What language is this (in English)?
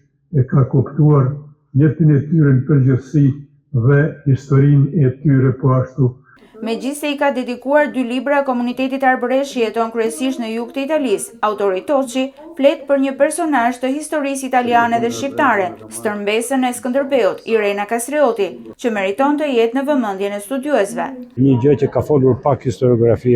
Albanian